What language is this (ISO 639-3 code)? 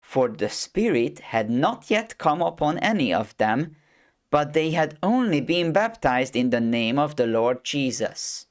eng